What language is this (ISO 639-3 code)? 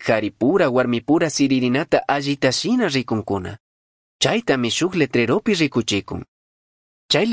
qug